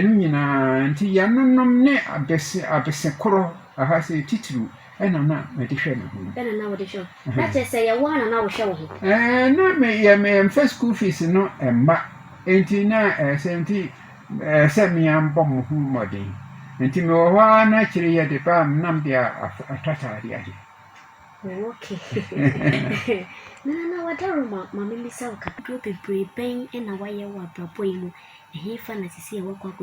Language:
Akan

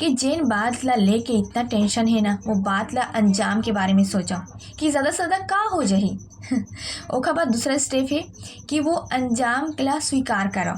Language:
Chhattisgarhi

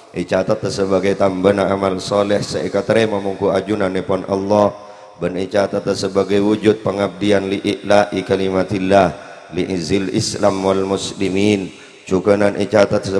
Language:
Madurese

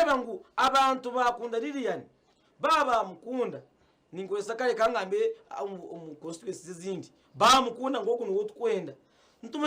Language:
Nyankole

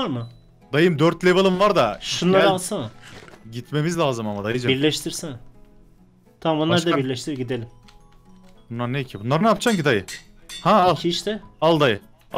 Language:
Turkish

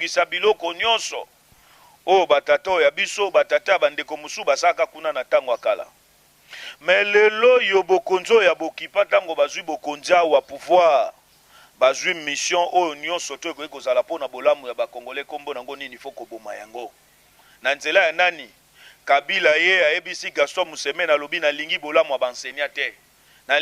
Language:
Lingala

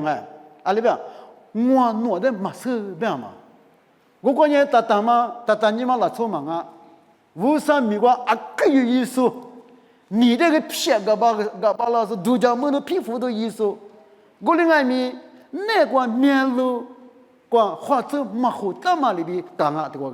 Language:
Lisu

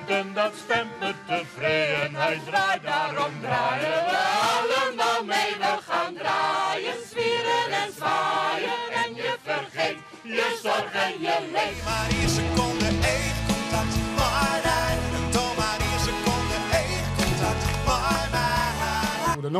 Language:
Western Frisian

